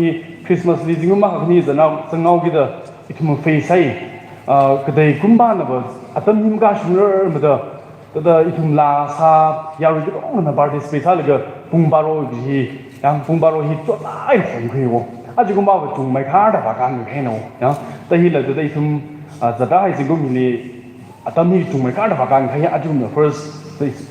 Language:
Tangkhul Naga (India)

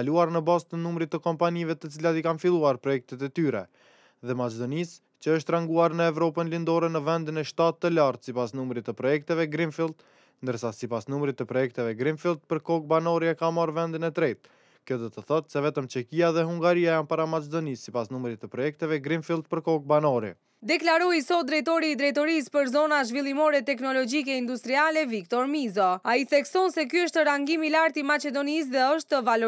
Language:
Albanian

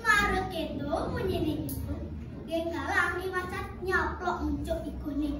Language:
Balinese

